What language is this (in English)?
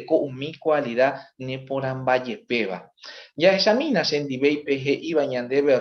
Guarani